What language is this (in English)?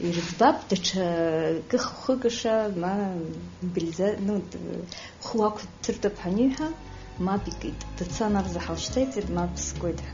Abkhazian